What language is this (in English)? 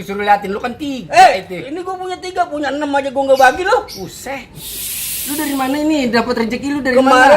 Betawi